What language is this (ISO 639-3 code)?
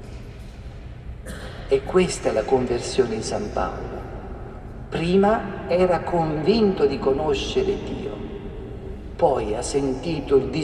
ita